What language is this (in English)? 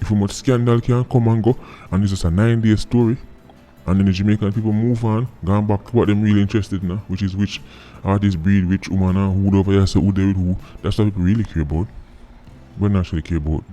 Jamaican Creole English